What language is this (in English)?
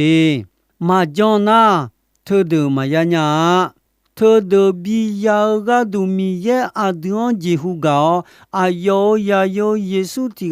Akha